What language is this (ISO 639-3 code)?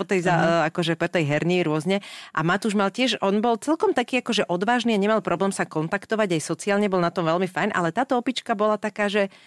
slk